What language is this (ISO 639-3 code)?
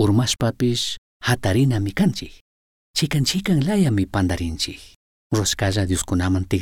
qug